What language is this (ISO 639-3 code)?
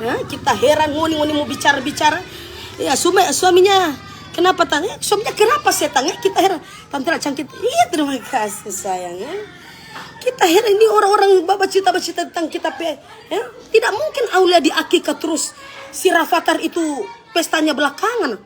xmm